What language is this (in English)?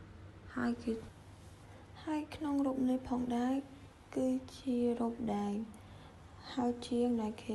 Khmer